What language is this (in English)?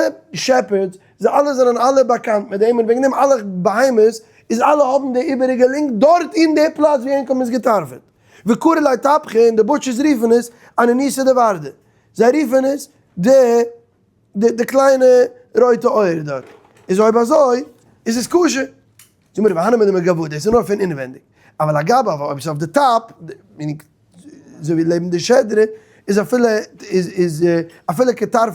Yiddish